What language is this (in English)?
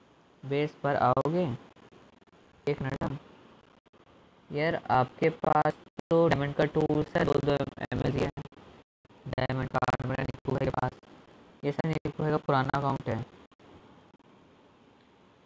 Hindi